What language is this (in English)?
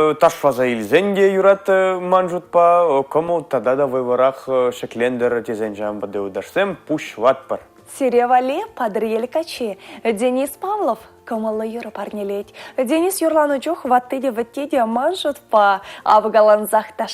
Chuvash